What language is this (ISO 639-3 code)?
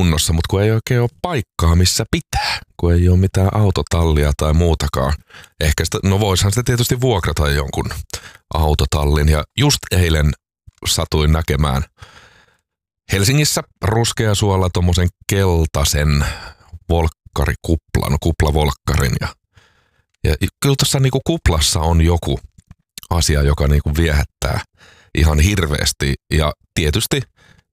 fin